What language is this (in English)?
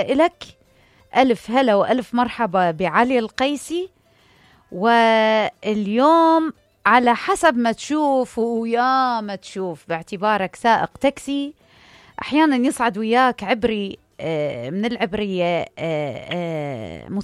Mesopotamian Arabic